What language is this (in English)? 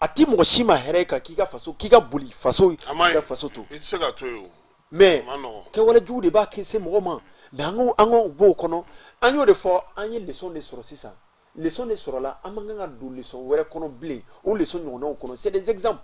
Bambara